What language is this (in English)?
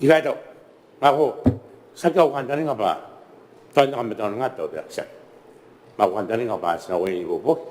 Gilbertese